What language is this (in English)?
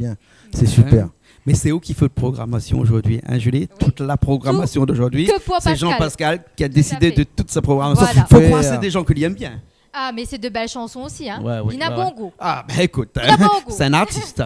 Réunion Creole French